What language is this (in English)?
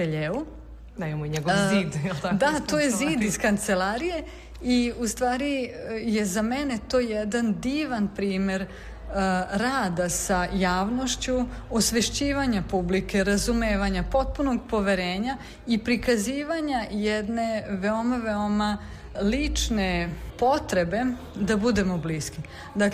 Serbian